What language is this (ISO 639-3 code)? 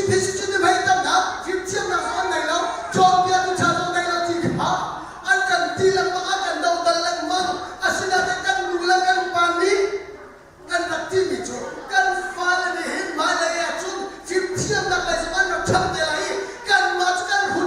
cnh